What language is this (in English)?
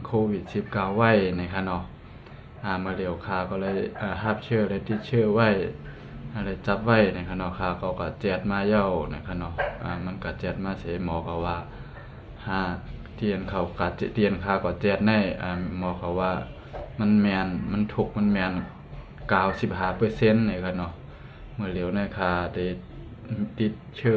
Shan